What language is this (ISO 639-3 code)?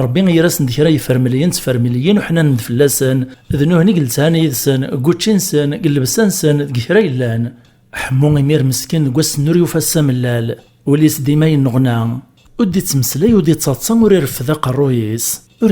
kab